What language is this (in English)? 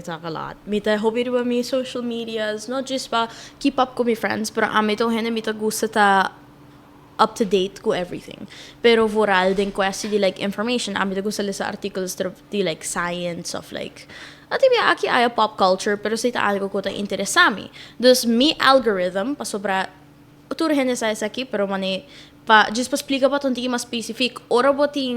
Papiamento